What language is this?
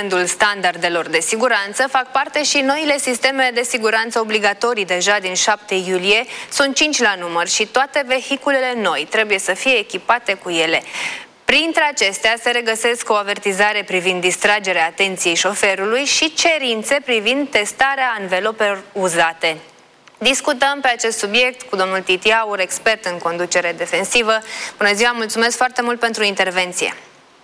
Romanian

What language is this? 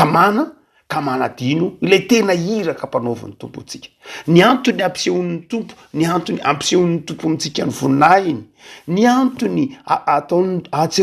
Malagasy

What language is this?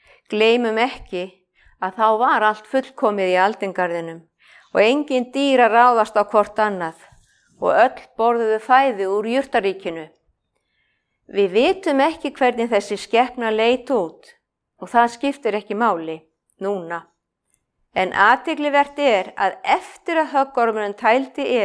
Icelandic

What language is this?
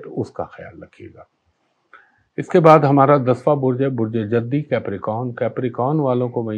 Urdu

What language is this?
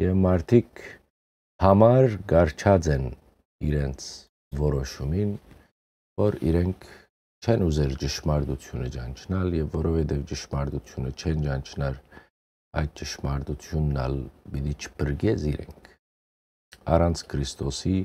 Western Armenian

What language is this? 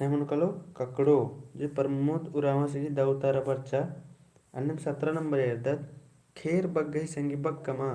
Kurukh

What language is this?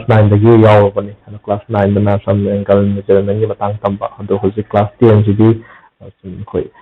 Manipuri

